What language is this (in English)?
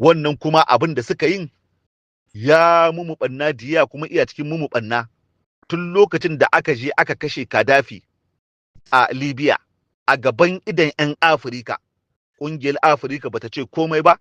Hausa